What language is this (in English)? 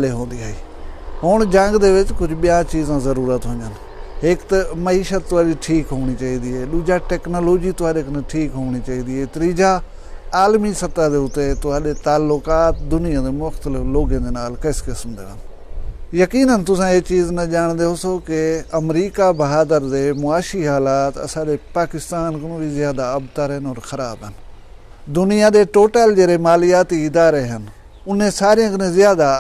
Saraiki